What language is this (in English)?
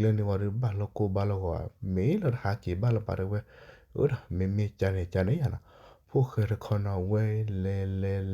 S'gaw Karen